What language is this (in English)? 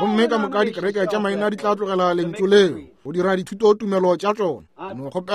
Northern Sotho